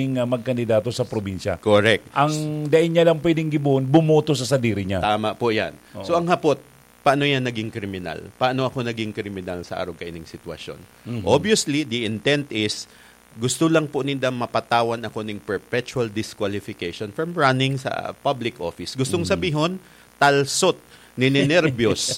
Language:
Bikol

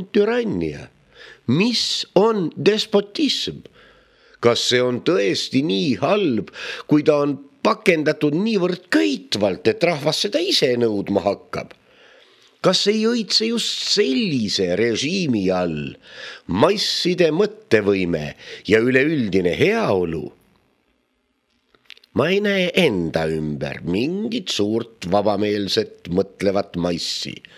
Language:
Estonian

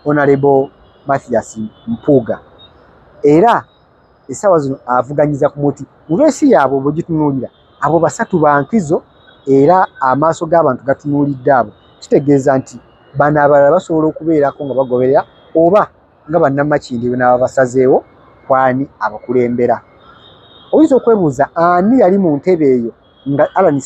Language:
Ganda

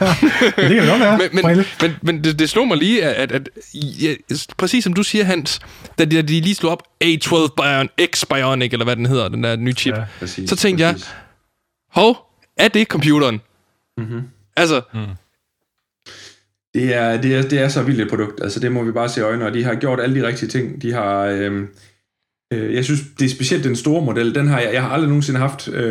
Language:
Danish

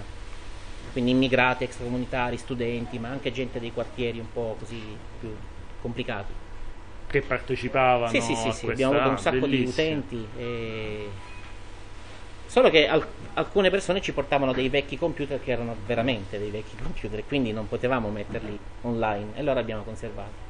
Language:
Italian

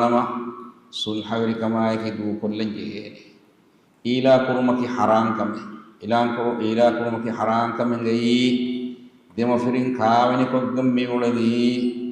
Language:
Divehi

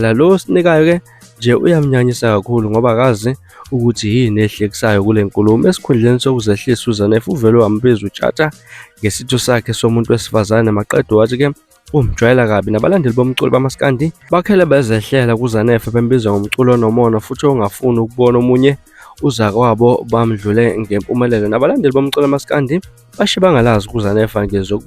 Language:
Zulu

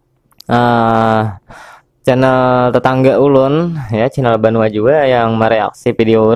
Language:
Banjar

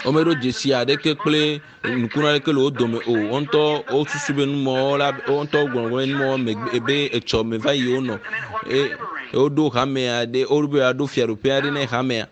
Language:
Ewe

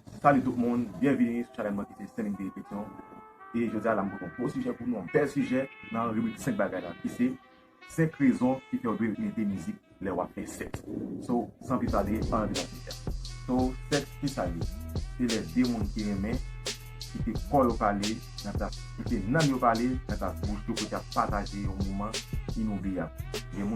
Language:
Haitian Creole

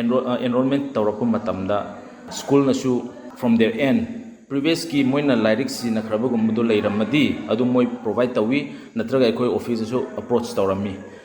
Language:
Manipuri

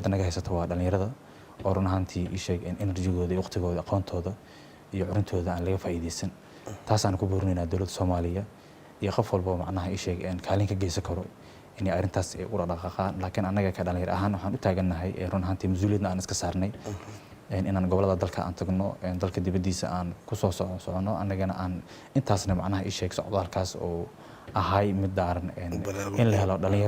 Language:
Somali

